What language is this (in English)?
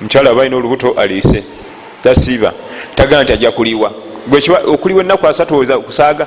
Ganda